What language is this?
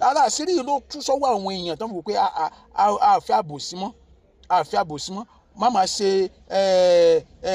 Yoruba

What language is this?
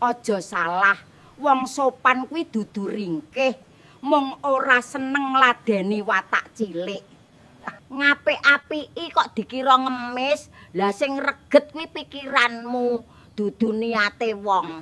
Javanese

